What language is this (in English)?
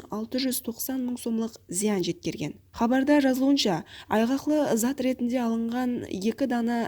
Kara-Kalpak